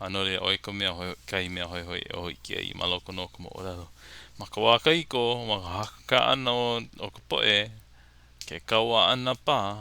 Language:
Hawaiian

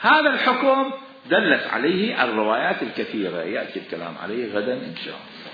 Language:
Mesopotamian Arabic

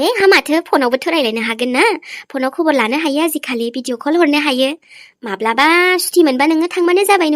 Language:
Bodo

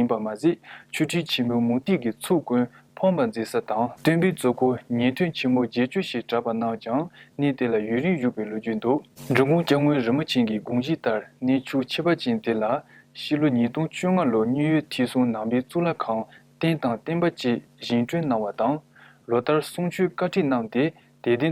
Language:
Tibetan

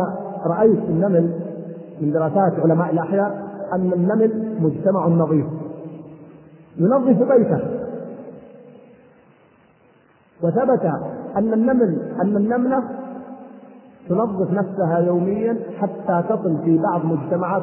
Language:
Arabic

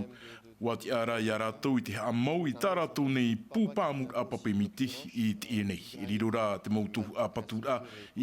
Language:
Tahitian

